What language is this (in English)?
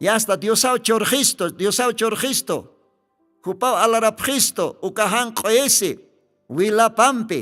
Aymara